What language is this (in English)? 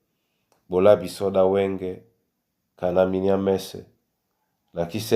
Duala